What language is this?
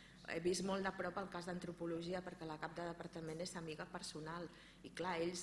Catalan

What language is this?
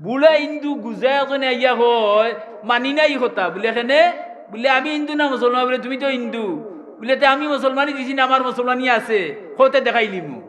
Sylheti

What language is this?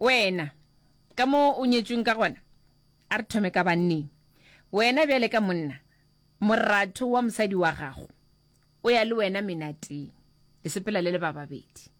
Northern Sotho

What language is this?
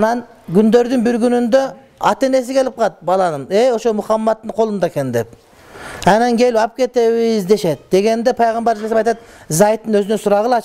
Kyrgyz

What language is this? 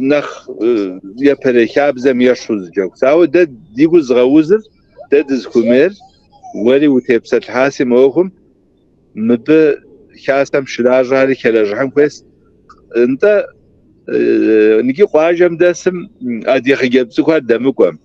Kabardian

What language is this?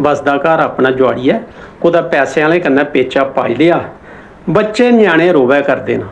Dogri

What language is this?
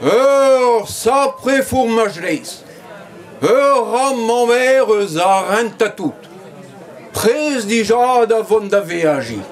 Breton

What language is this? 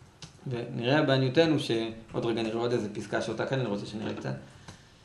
Hebrew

